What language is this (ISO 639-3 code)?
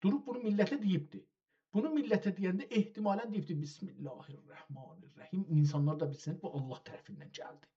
azb